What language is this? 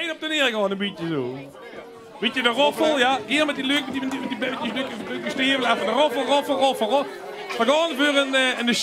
Limburgish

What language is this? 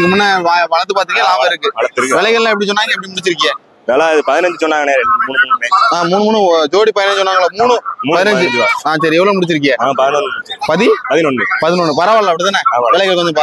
Tamil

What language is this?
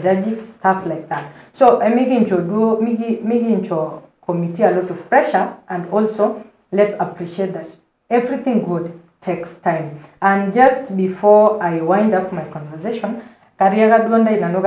Masai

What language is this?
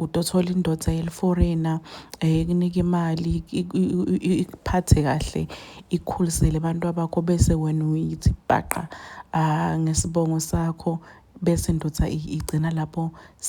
Zulu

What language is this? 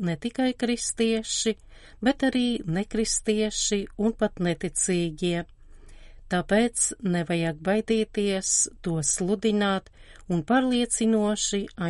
Latvian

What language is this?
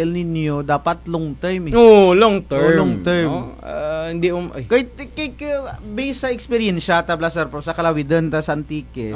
Kinaray-a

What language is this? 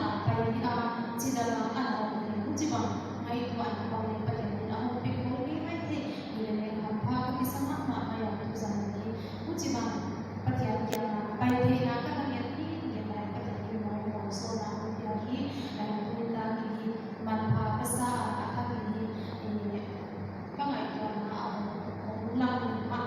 Paite Chin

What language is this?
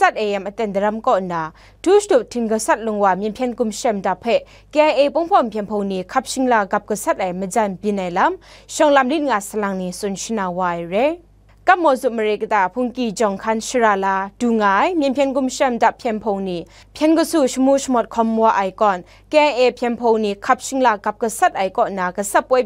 Kachin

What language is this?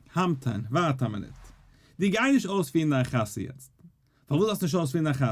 Yiddish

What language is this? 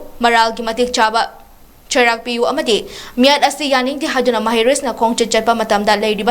Manipuri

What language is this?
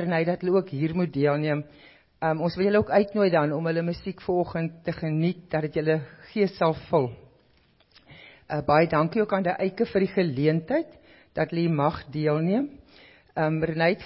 Afrikaans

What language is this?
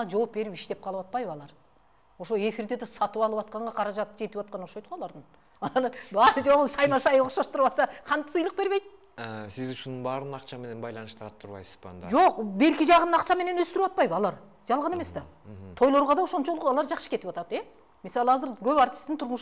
Kyrgyz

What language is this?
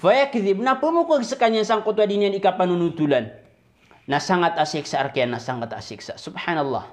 Maranao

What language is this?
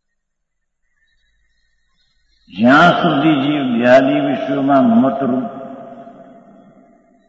Gujarati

